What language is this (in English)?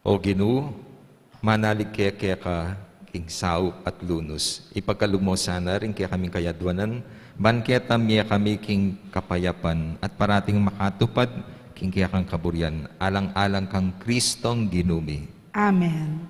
Pampanga